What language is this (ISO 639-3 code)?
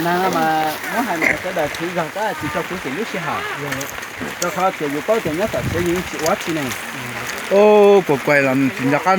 hmn